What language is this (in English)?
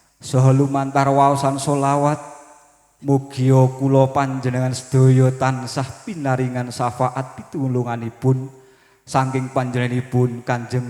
Javanese